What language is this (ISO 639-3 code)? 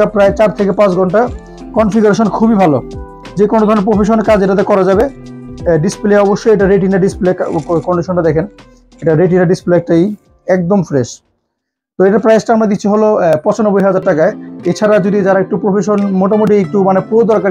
ben